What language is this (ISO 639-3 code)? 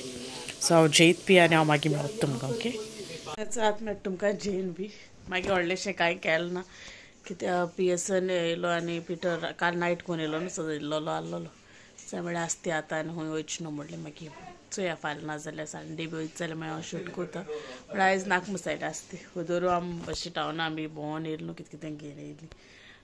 kok